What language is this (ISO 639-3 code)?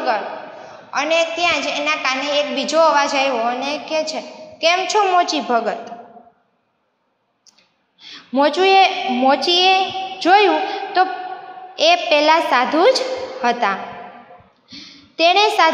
guj